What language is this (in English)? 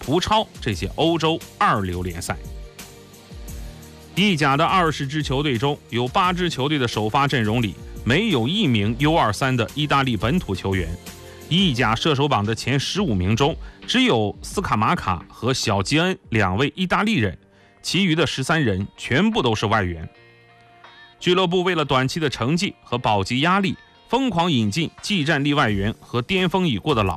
Chinese